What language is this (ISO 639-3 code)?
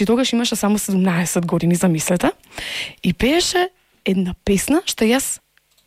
mkd